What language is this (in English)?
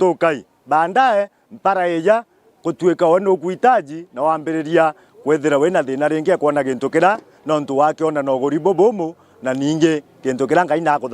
Meru